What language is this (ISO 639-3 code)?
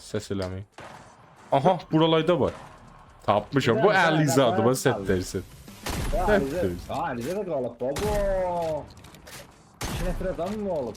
azb